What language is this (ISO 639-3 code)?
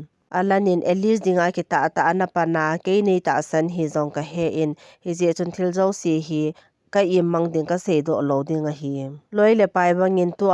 tcz